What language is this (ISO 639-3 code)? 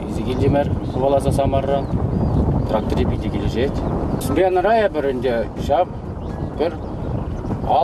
chv